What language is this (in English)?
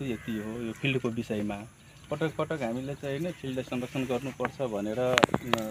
Nepali